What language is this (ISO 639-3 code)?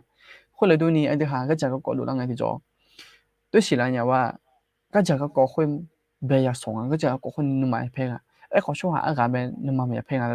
ahk